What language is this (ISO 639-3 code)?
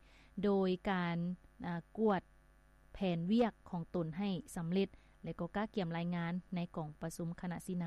lao